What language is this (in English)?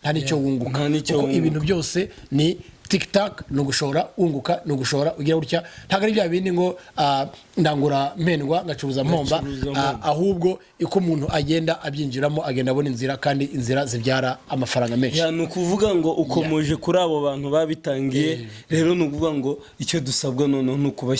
Kinyarwanda